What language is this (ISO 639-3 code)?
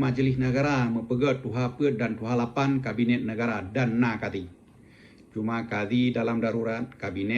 ace